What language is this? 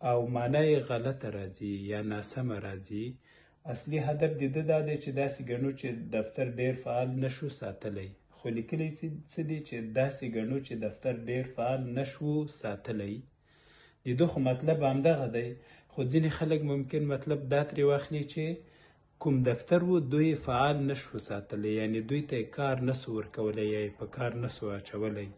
Pashto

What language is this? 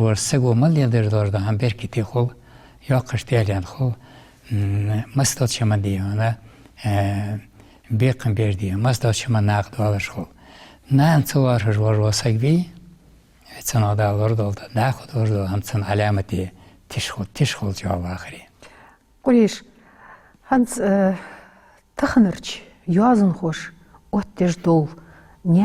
Ingush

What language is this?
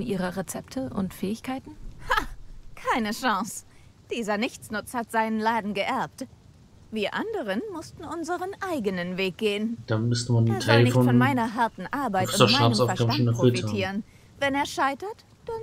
German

